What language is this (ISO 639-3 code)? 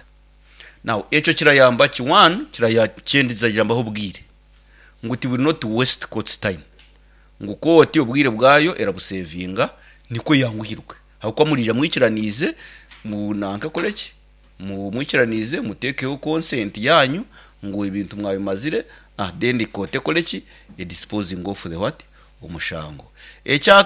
nyn